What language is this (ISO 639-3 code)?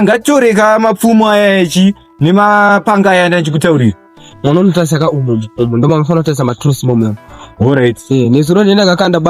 sna